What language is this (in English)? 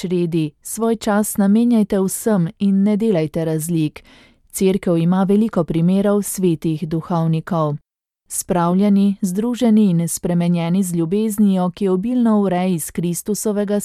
Slovenian